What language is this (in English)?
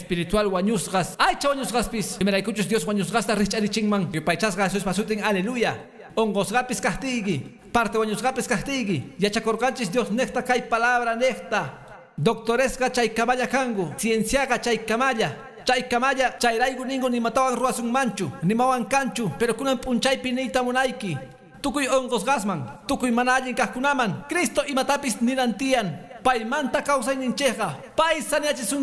Quechua